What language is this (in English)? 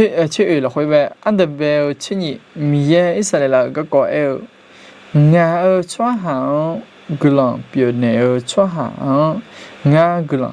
Akha